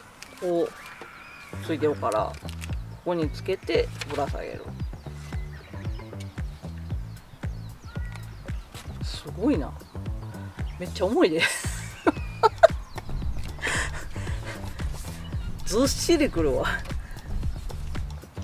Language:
Japanese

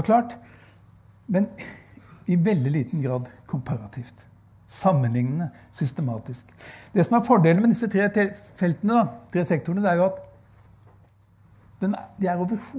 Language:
Norwegian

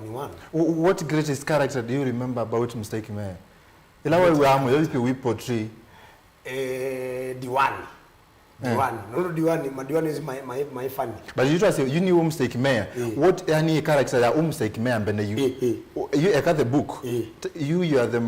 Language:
Kamba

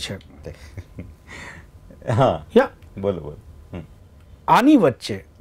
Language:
Gujarati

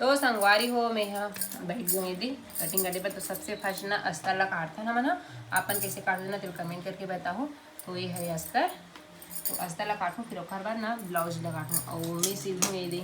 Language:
Chhattisgarhi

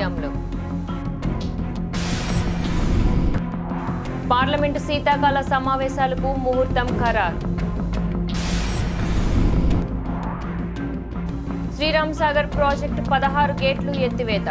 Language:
Telugu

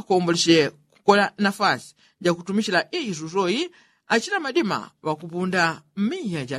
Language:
Yao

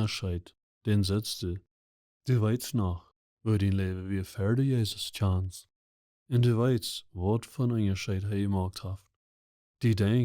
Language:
Plautdietsch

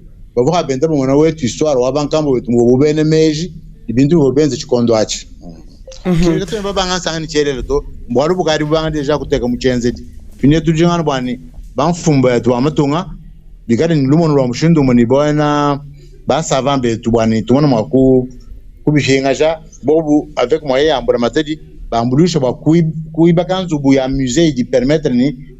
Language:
Luba-Lulua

